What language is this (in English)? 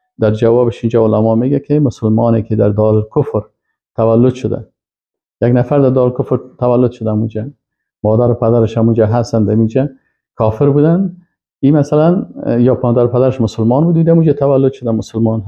Persian